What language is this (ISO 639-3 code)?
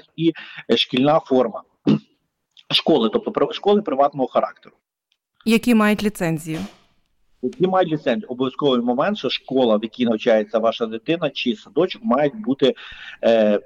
ukr